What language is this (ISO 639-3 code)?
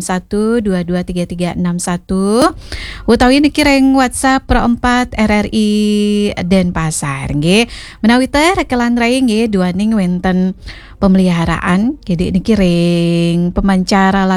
ban